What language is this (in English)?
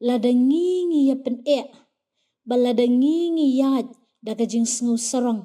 Khasi